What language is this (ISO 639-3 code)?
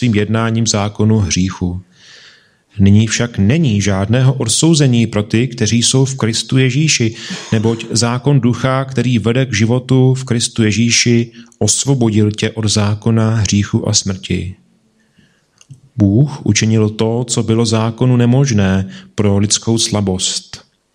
ces